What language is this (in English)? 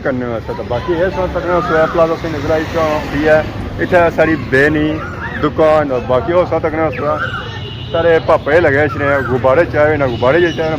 Pahari-Potwari